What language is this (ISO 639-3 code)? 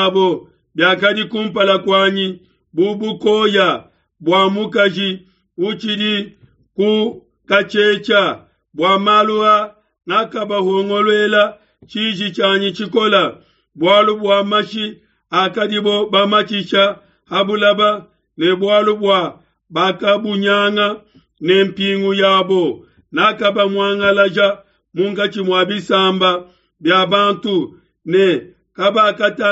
lua